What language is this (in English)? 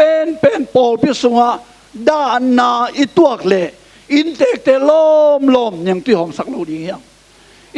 Tedim Chin